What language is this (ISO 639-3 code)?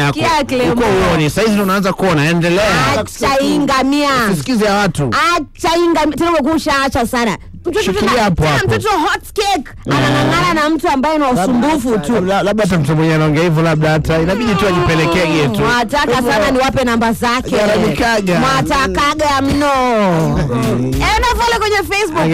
swa